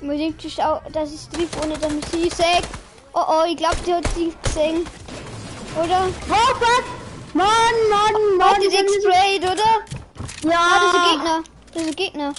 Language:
Bavarian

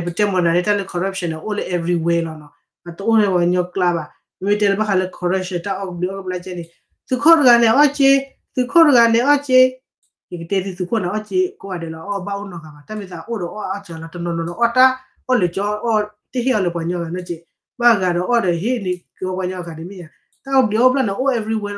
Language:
S'gaw Karen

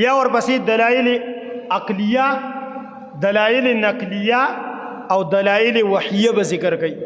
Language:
Pashto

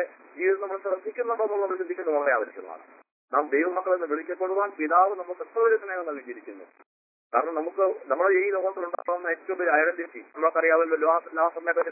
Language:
Malayalam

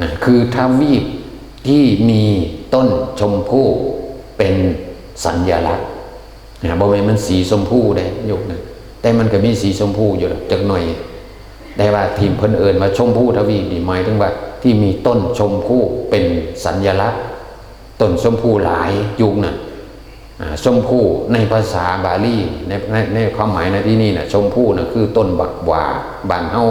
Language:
Northeastern Thai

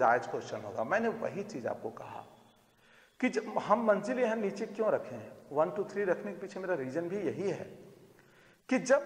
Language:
Hindi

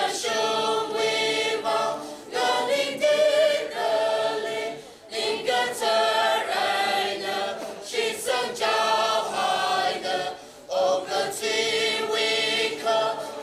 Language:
Tangkhul Naga (India)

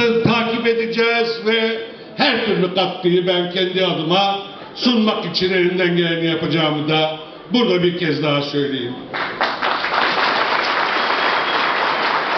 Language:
Turkish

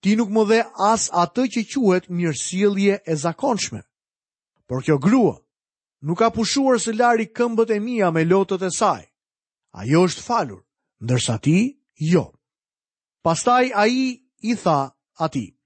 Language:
Albanian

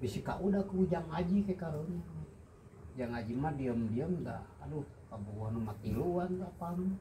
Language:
Sundanese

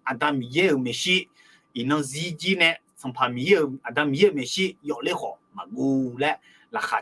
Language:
Akha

